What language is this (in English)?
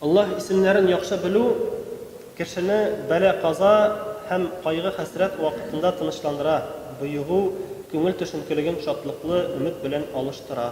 Tatar